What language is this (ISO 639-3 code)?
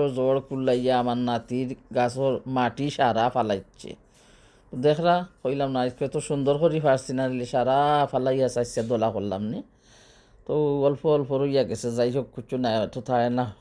syl